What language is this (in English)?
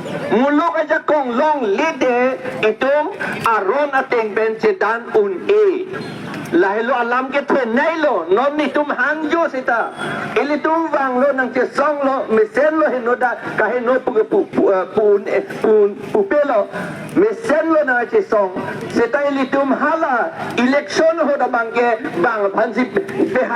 Karbi